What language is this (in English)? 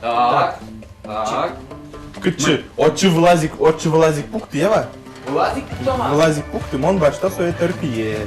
Udmurt